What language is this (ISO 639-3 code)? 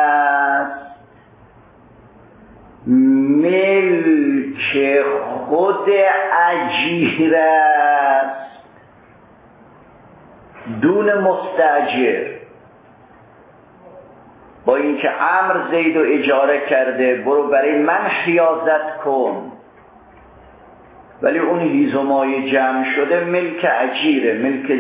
fas